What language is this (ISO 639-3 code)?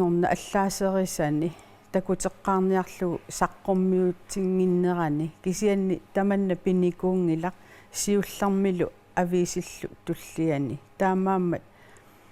kal